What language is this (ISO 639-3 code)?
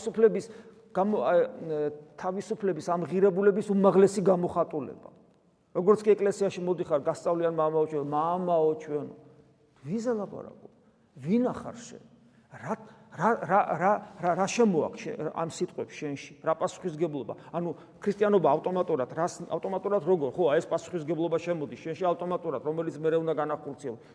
kat